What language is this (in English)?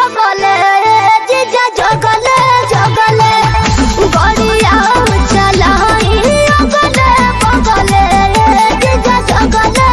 Bhojpuri